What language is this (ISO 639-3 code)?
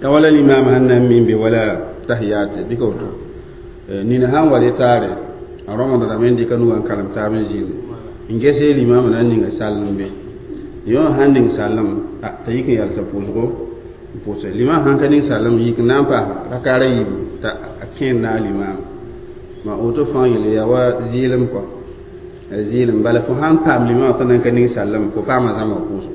mos